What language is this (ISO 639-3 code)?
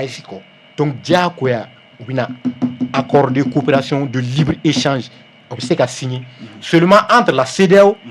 bam